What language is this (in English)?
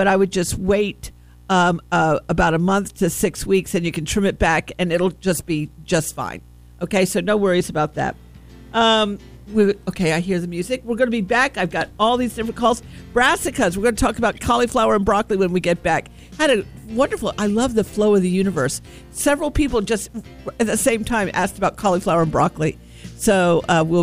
English